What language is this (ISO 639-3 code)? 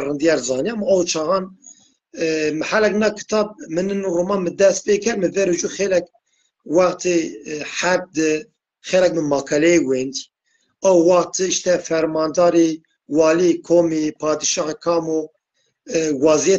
zza